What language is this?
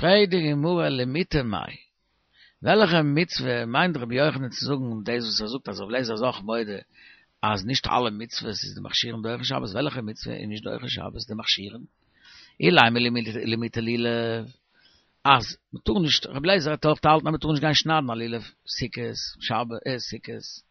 Yiddish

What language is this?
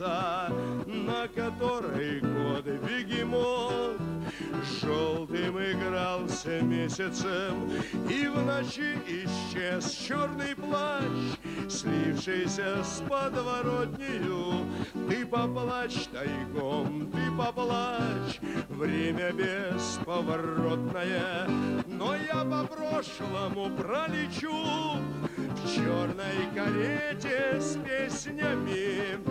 Russian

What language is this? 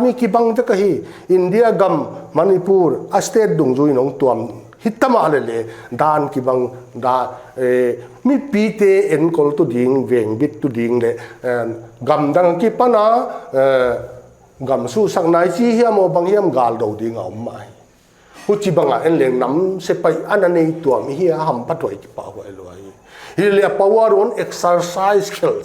Paite Chin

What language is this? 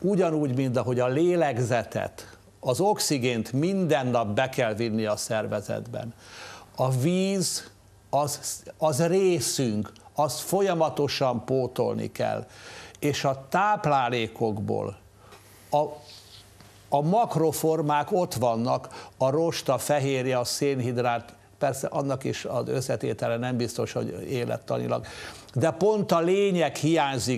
Hungarian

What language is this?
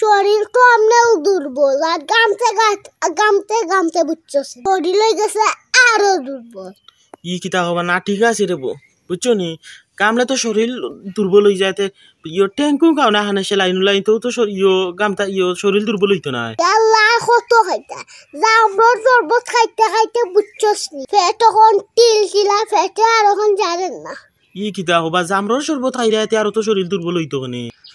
Sylheti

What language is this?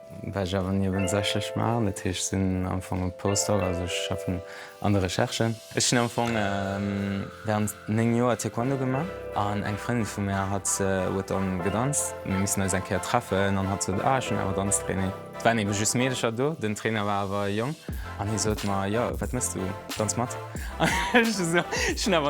Luxembourgish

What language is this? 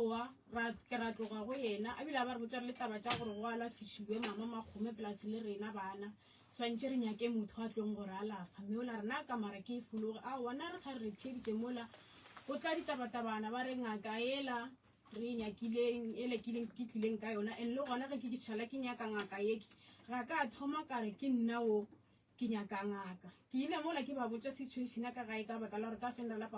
Northern Sotho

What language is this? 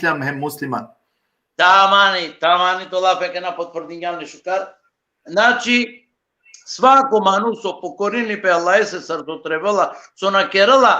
Balkan Romani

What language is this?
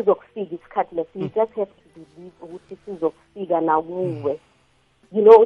South Ndebele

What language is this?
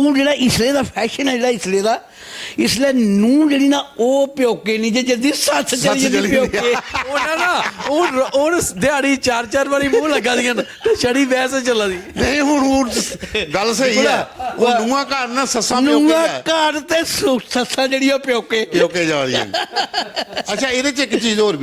Dogri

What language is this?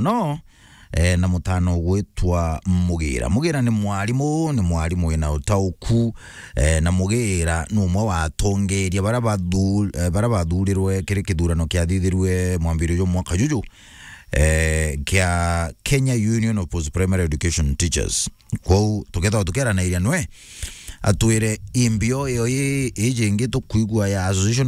Meru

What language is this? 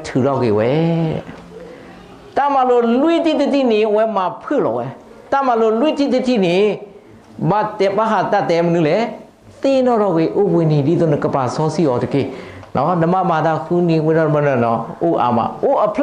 S'gaw Karen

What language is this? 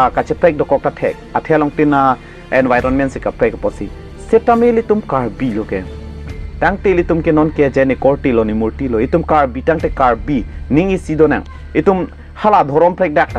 Karbi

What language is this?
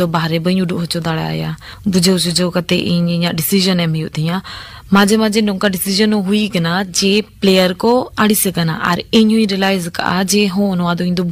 Santali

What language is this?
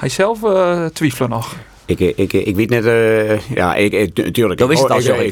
Western Frisian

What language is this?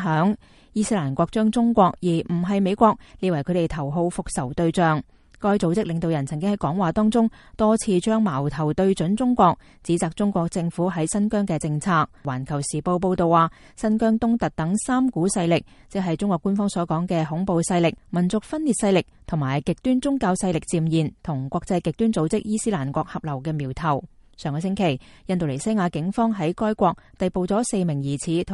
Cantonese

